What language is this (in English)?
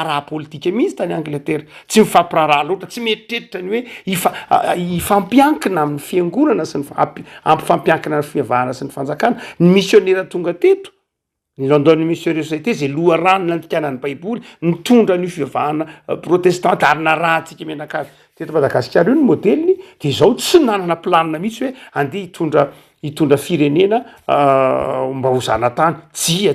Malagasy